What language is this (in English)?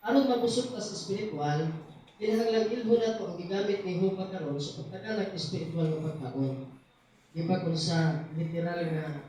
Cebuano